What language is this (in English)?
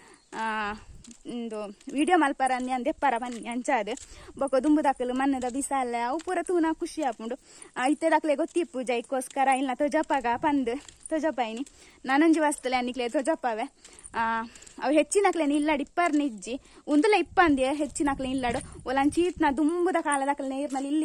Tulu